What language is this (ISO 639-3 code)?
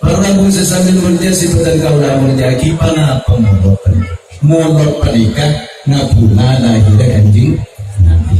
mad